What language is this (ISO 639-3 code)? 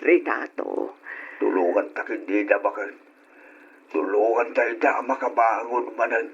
ilo